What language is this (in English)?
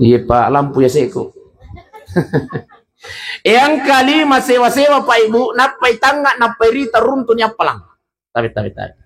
Buginese